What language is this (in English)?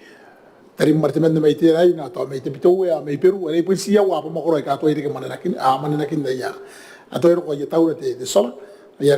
Gilbertese